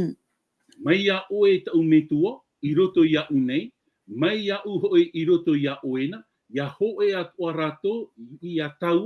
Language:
Tahitian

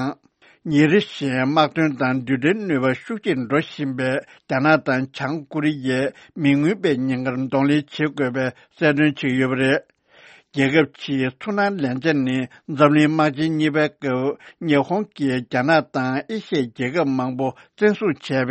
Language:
Tibetan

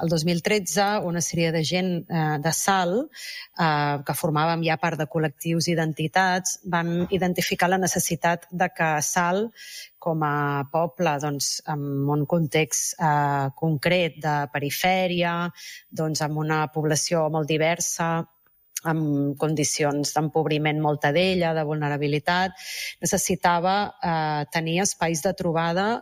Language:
Catalan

